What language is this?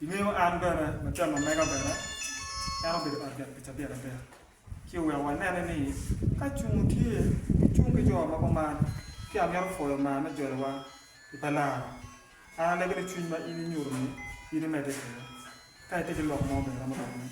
Acoli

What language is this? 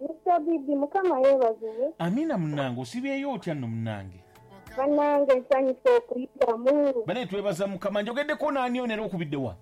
Ganda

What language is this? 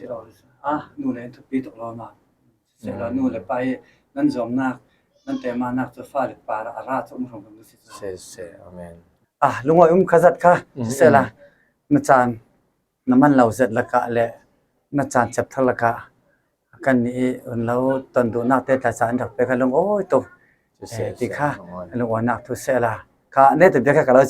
Falam Chin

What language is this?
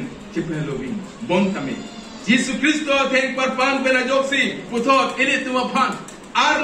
Karbi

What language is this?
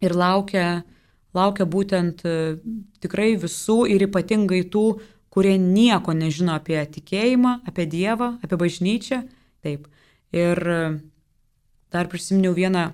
Lithuanian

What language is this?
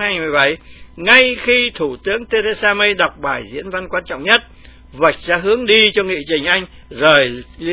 Vietnamese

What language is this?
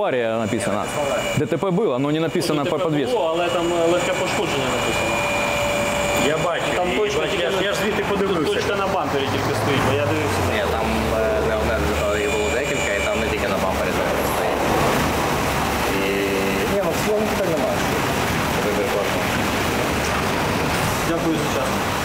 Ukrainian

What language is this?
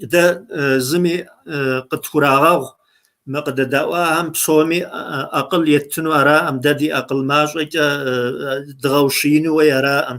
Kabardian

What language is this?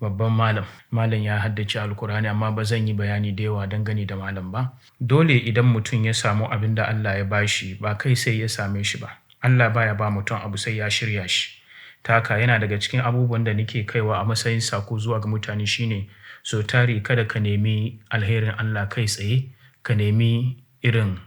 Hausa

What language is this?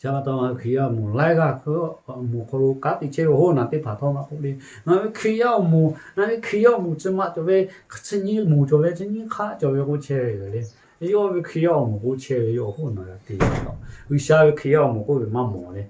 Lahu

